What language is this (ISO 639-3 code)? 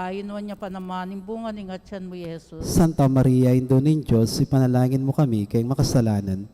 pam